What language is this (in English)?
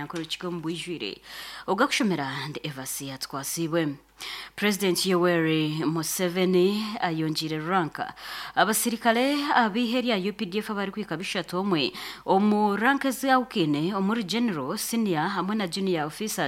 Nyankole